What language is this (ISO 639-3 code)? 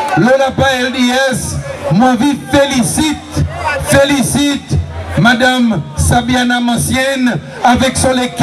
crs